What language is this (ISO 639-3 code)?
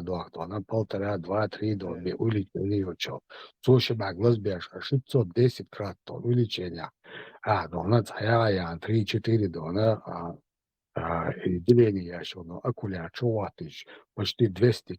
che